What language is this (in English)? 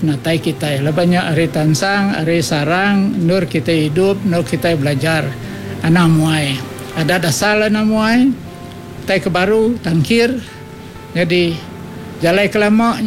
Iban